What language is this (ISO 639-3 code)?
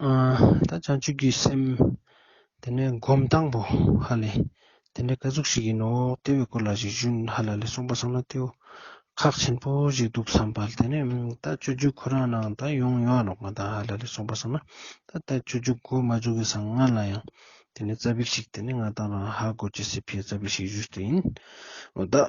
lbj